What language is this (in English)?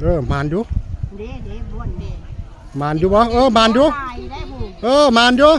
Northeastern Thai